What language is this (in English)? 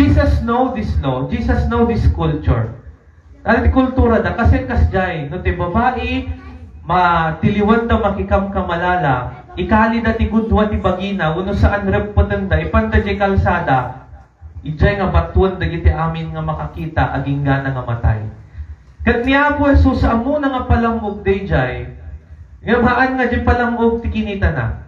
Iloko